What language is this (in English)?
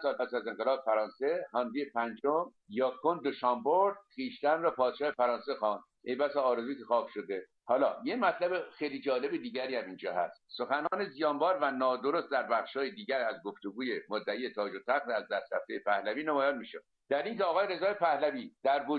Persian